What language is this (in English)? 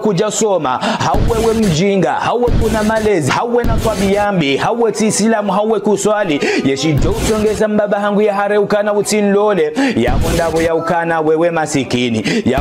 Ngazidja Comorian